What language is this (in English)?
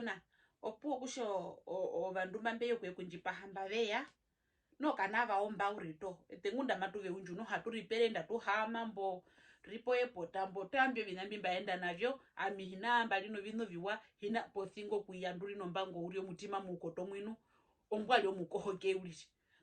Herero